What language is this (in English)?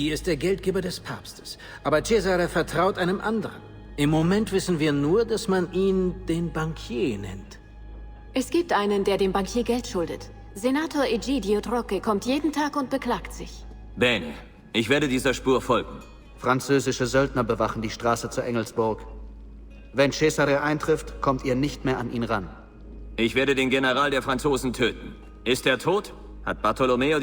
Bavarian